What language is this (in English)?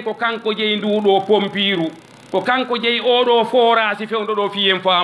Fula